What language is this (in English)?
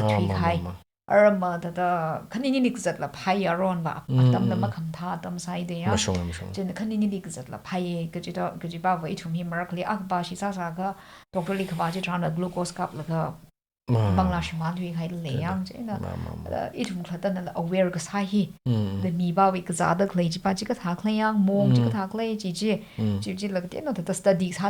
Tangkhul Naga (India)